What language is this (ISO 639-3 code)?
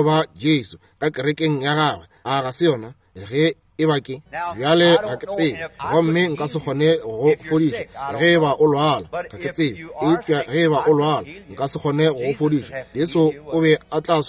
nso